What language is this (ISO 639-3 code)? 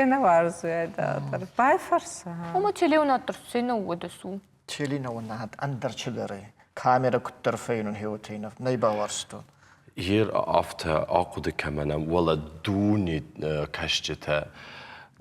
oss